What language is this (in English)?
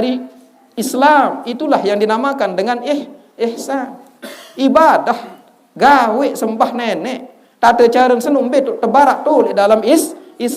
Sasak